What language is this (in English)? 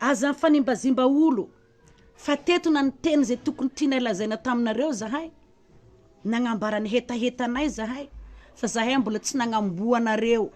Malagasy